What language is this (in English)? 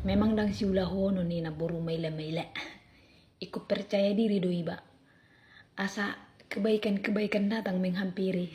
Batak Toba